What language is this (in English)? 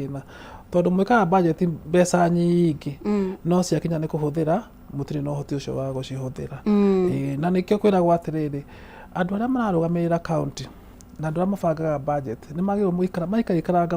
Kikuyu